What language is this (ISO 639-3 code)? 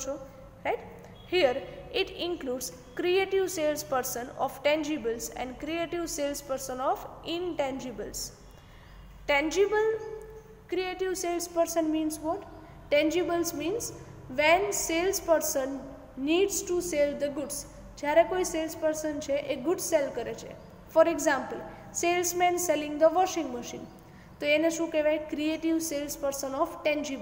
guj